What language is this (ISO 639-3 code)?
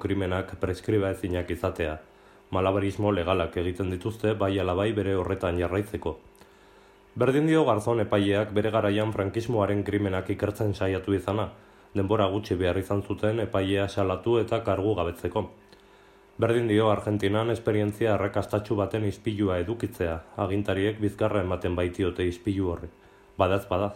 eus